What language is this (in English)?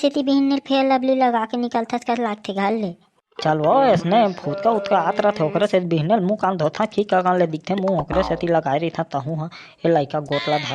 Chhattisgarhi